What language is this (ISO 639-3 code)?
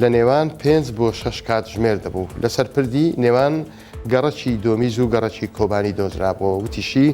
ckb